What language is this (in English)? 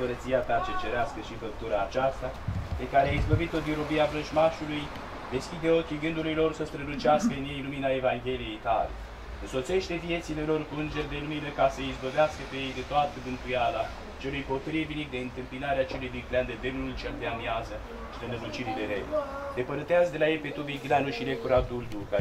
Romanian